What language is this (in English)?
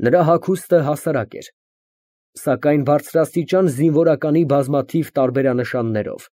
Armenian